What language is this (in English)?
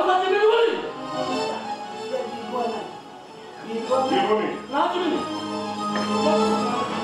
Odia